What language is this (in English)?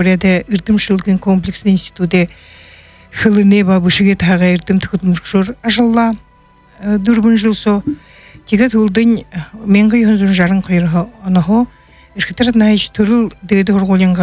Buriat